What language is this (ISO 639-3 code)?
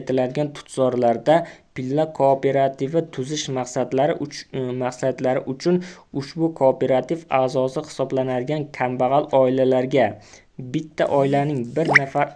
uzb